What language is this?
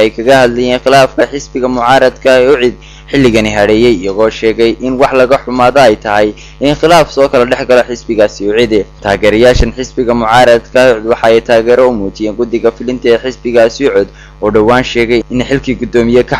Somali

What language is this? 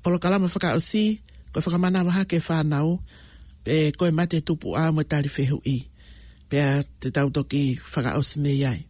Tongan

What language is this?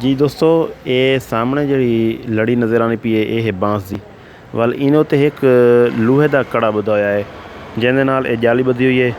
Saraiki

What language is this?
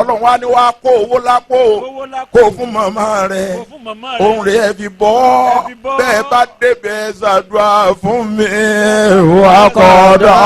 Yoruba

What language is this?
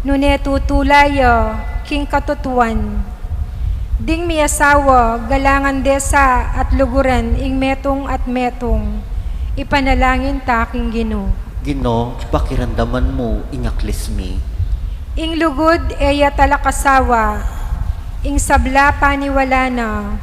Pampanga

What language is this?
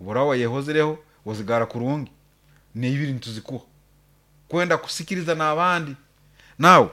Nyoro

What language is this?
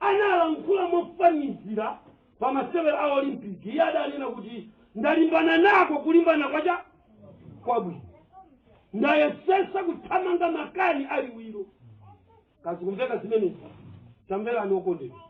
Nyanja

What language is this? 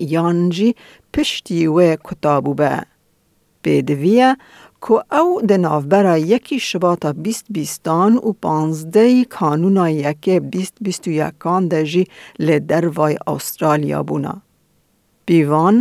Kurdish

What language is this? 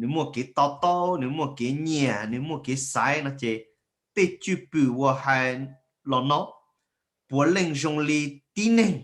Hmong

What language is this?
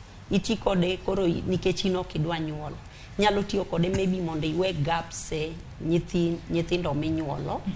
Luo (Kenya and Tanzania)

